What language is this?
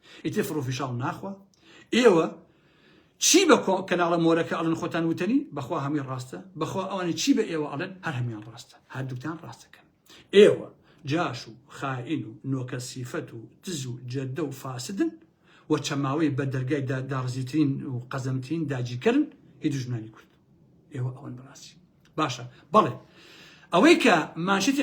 Central Kurdish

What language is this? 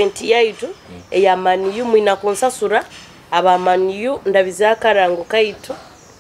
Nyoro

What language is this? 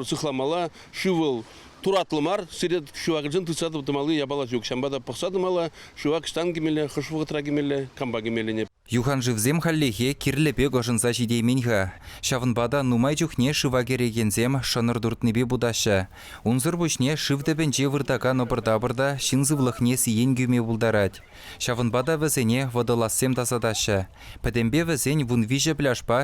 Chuvash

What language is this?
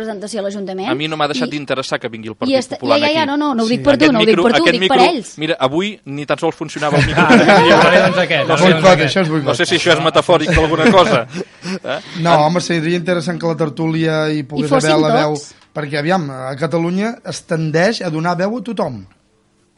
Catalan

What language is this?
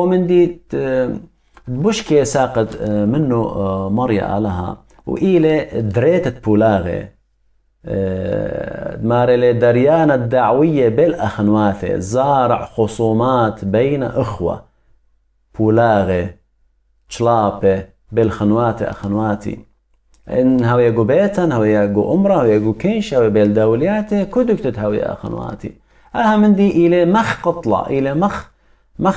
Assyrian Neo-Aramaic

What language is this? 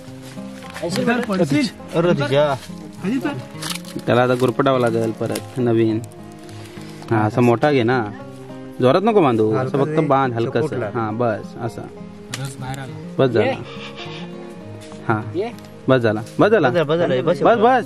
Marathi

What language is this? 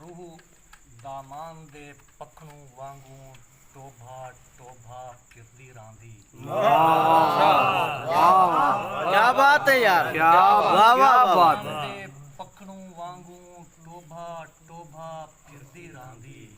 Saraiki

